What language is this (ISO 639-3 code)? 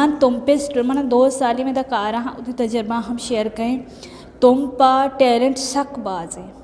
bgp